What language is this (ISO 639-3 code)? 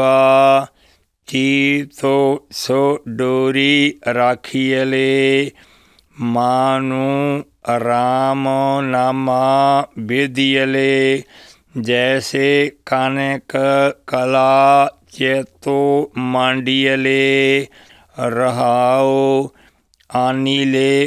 pan